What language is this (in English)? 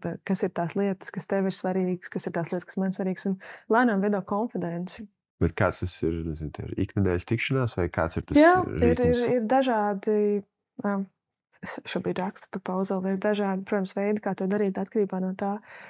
Latvian